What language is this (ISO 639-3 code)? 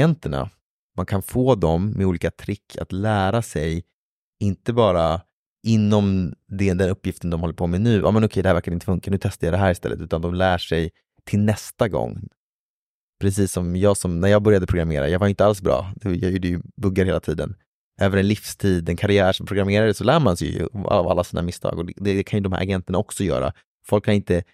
swe